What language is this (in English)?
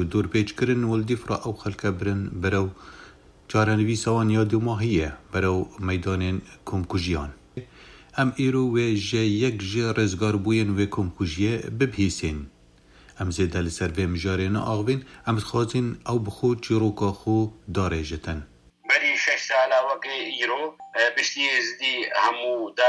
Kurdish